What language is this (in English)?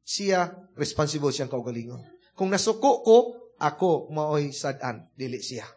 Cebuano